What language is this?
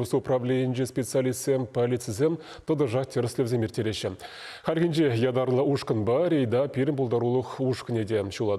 Chuvash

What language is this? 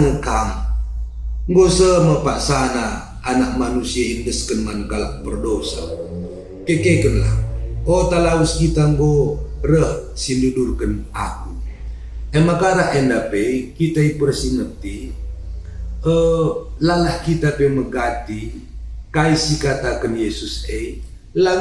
Batak Karo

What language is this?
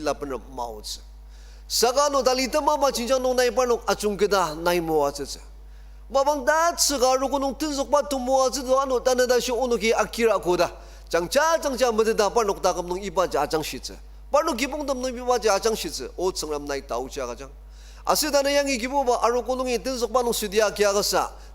Ao Naga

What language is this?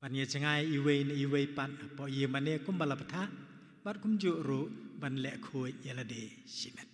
Khasi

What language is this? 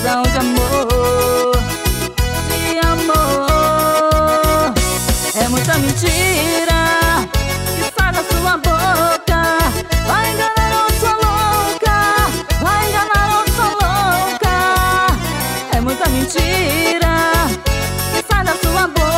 Portuguese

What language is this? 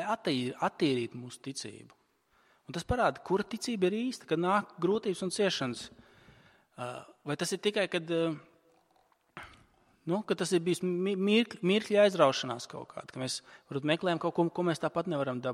Latvian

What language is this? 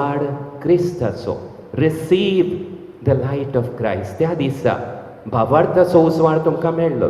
Konkani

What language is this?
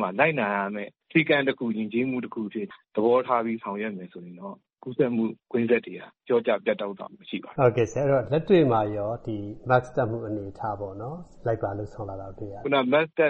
Burmese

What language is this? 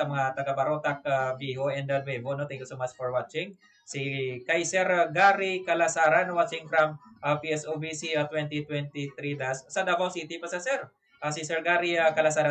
Hiligaynon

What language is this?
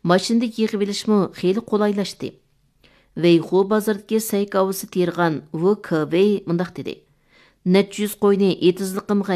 Uyghur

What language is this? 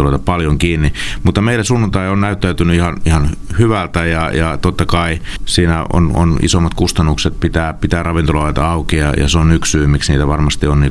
Finnish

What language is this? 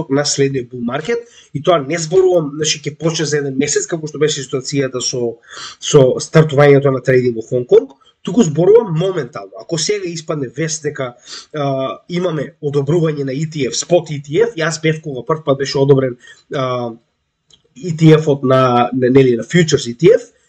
Macedonian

